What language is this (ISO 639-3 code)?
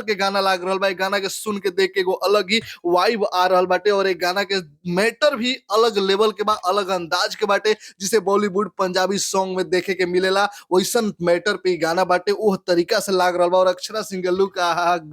bho